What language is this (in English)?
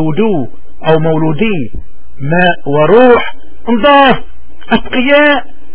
North Levantine Arabic